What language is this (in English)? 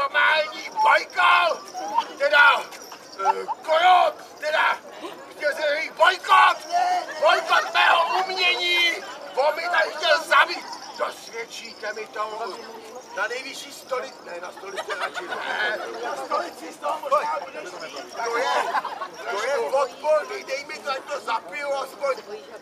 Czech